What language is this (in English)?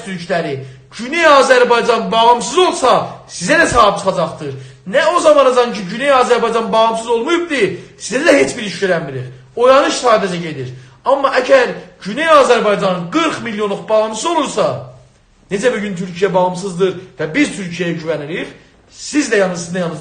South Azerbaijani